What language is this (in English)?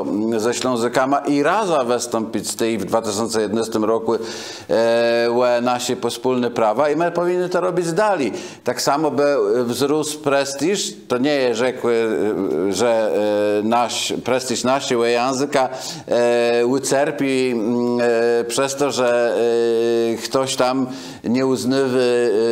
Kashubian